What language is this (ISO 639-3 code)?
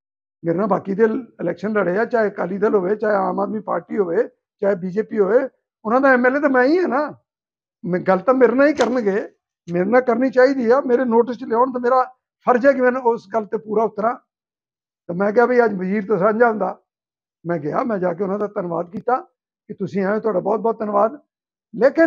pan